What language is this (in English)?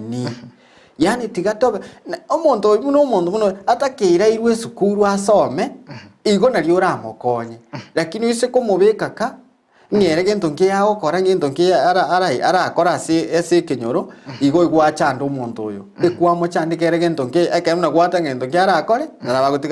Gusii